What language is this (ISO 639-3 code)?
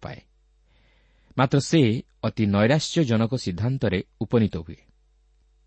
ori